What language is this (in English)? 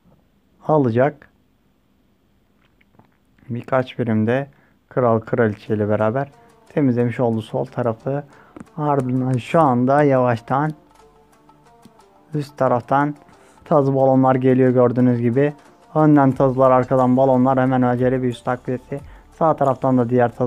Turkish